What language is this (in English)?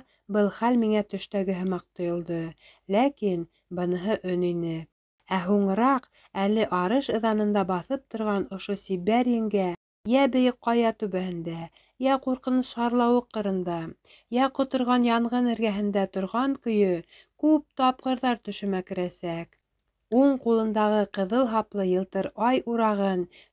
Bashkir